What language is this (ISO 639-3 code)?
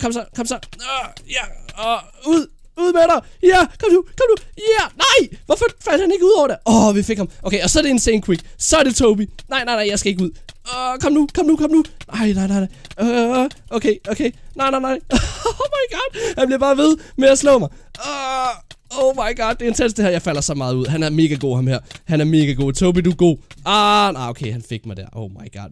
dan